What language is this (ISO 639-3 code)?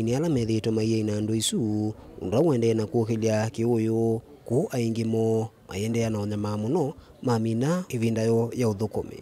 kam